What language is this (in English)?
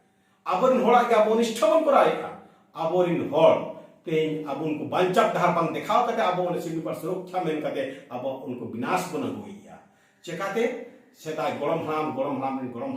Santali